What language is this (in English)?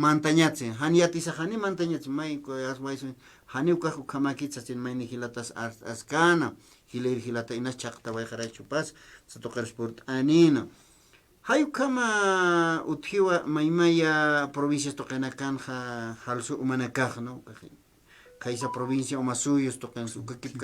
Aymara